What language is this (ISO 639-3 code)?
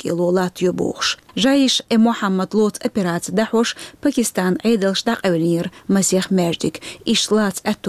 che